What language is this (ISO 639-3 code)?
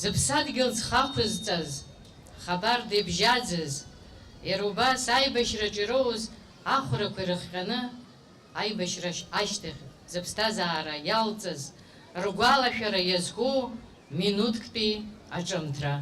abk